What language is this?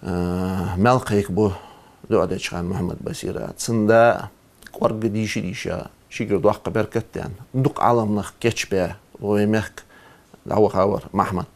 Ingush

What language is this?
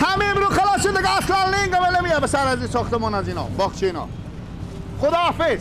Persian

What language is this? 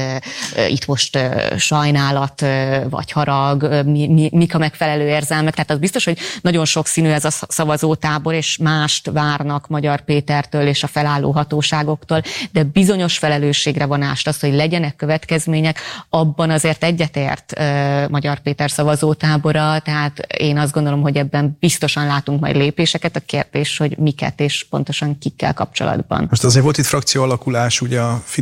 Hungarian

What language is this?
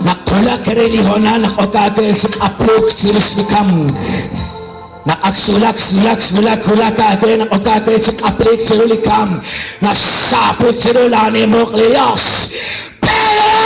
Kekchí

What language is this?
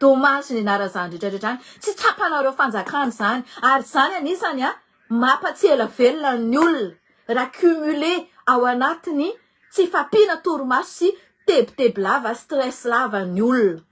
Malagasy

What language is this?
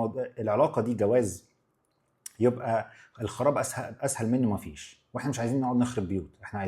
Egyptian Arabic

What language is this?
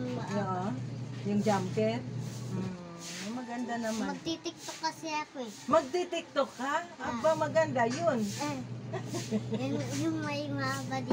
Filipino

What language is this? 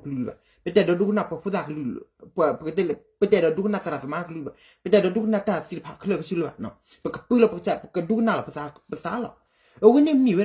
S'gaw Karen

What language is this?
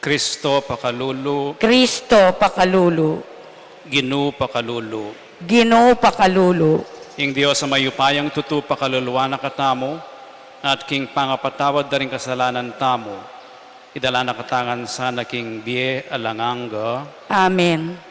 Pampanga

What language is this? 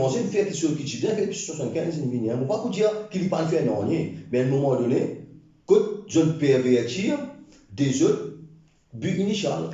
Morisyen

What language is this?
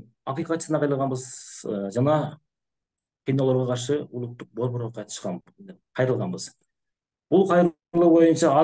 Kyrgyz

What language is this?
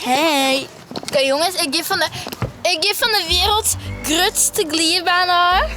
Western Frisian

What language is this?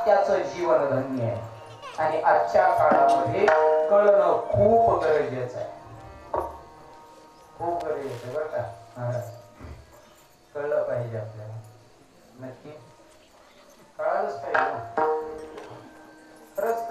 Marathi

